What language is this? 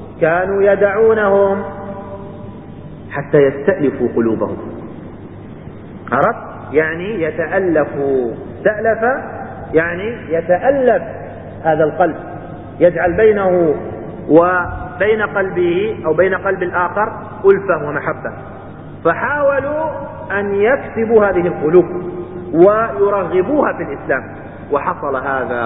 Arabic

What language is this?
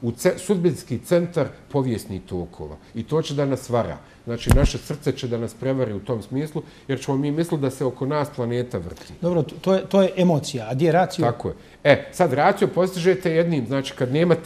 Bosnian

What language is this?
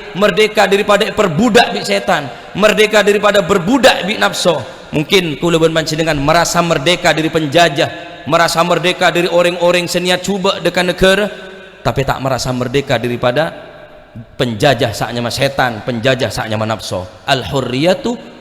Madurese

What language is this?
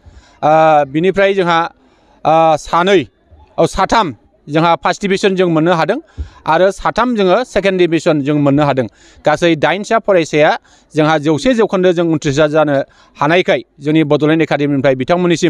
Bodo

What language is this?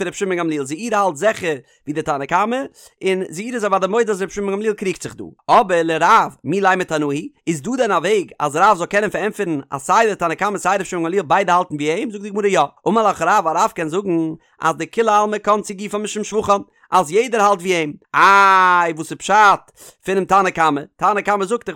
Yiddish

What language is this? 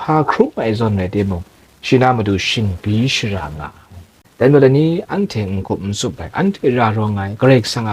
Kachin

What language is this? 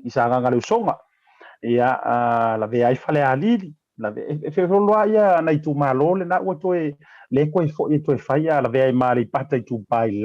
Samoan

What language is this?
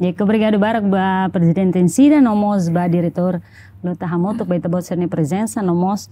Tetum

